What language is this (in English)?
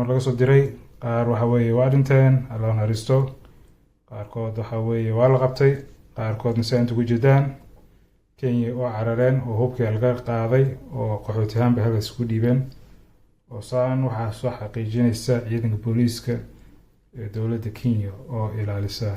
Somali